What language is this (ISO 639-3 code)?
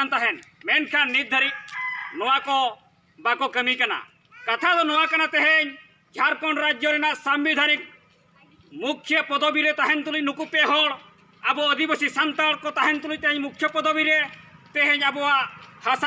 sat